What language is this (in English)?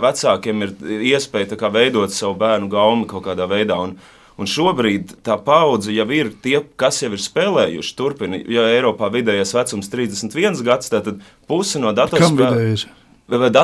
Latvian